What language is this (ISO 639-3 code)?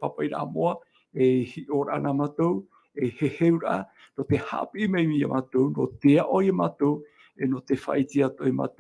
tah